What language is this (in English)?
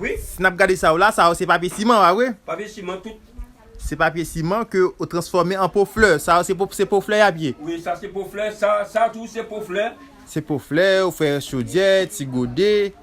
Haitian Creole